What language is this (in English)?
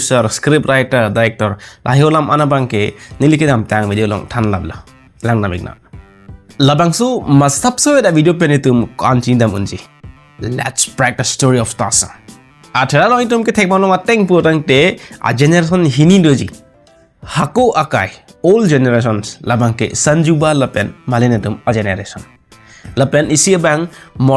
Karbi